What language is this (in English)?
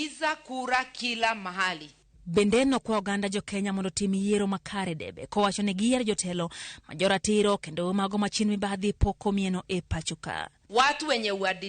Luo (Kenya and Tanzania)